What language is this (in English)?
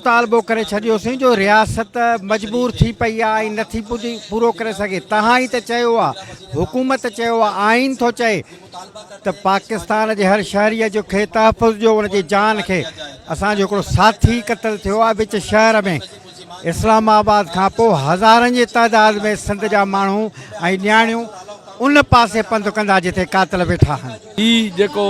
Sindhi